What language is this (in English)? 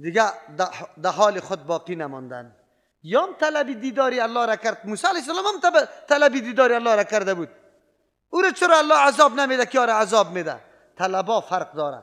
Persian